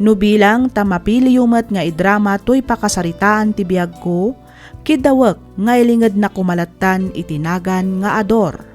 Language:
Iloko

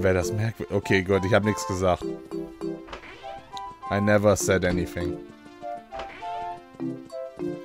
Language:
German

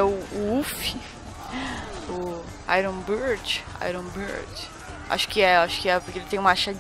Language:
Portuguese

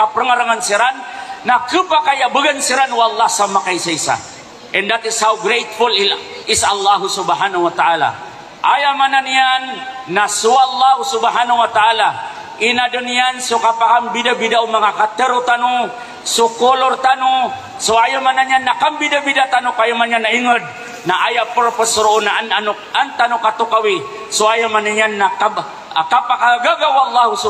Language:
Maranao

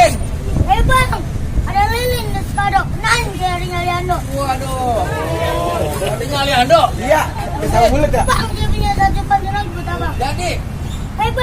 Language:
Betawi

